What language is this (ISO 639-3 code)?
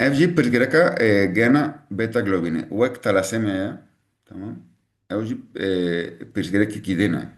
kur